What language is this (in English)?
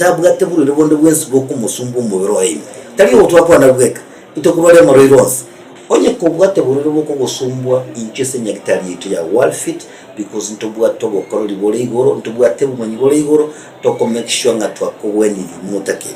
Gusii